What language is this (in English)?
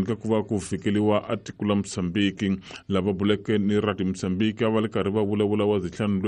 Tsonga